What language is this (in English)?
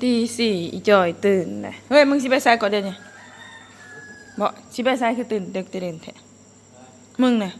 Northeastern Thai